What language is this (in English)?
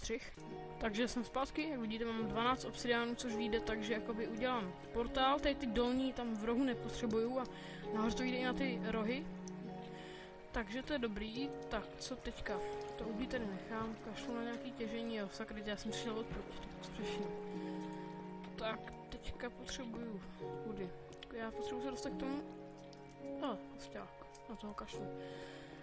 Czech